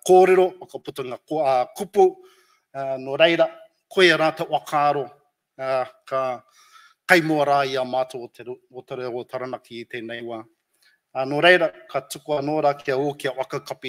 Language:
Māori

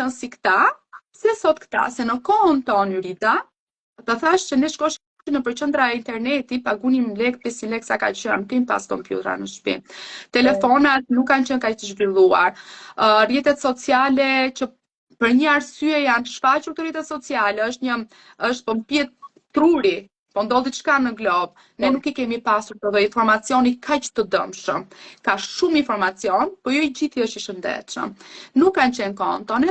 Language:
Albanian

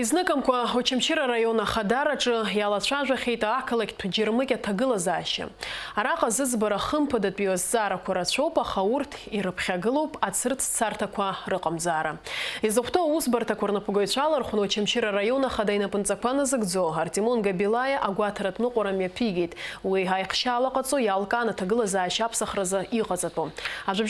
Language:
Abkhazian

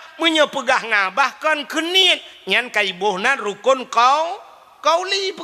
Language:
Achinese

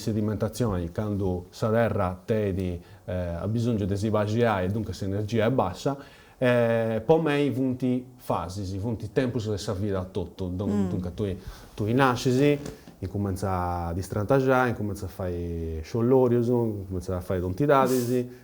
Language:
Sardinian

